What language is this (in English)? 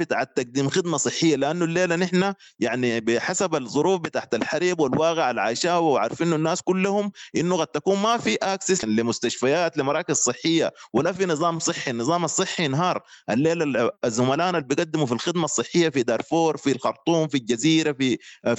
Sudanese Arabic